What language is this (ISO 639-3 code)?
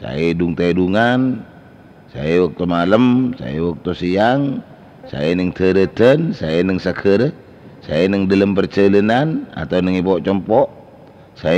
mad